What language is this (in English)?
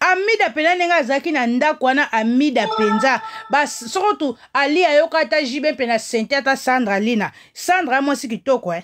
Lingala